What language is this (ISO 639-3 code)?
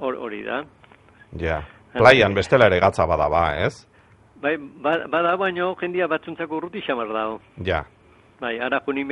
eus